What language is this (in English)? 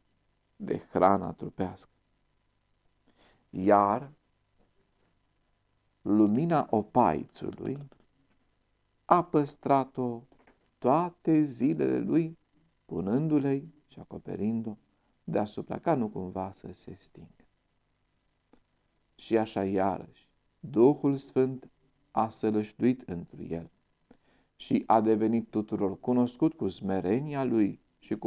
Romanian